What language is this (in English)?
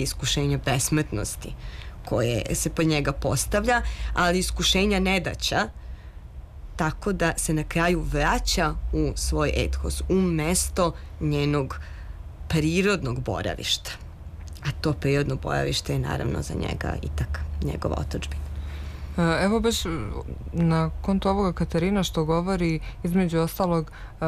Serbian